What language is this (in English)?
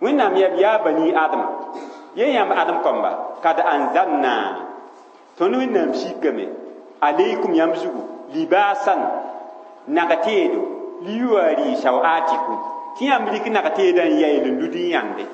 Mossi